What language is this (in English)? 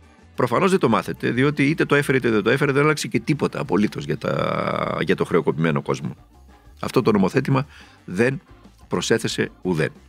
Greek